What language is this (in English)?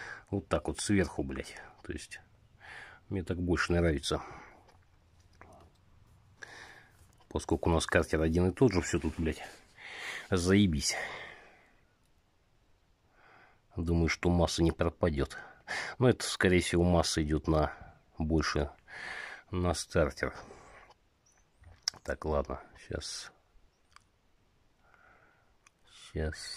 Russian